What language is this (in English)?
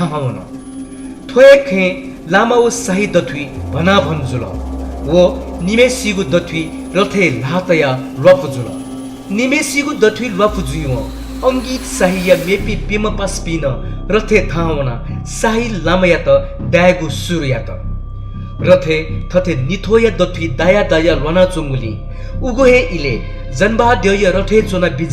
Newari